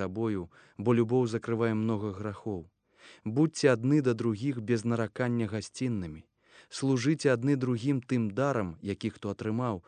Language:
Belarusian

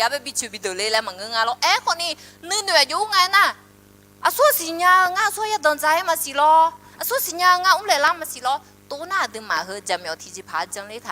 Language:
Akha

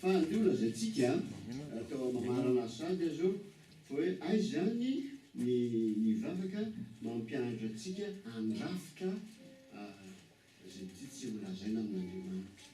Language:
Malagasy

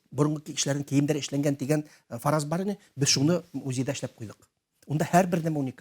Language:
Bashkir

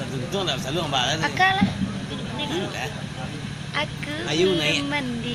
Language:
Minangkabau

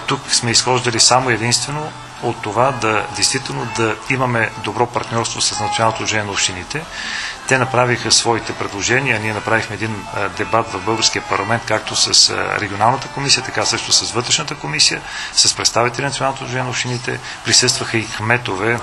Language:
Bulgarian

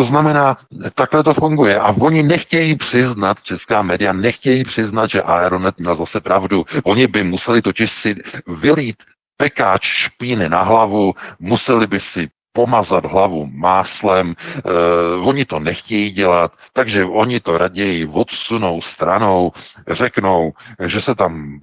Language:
Czech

